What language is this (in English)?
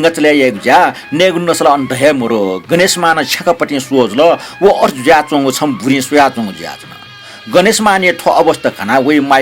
Newari